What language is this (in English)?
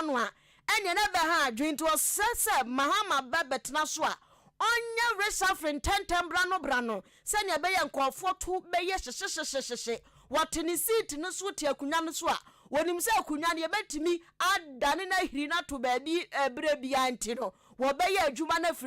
Akan